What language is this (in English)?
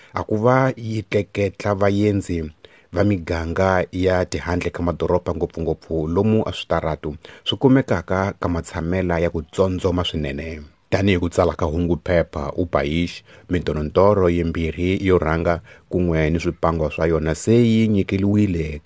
Tsonga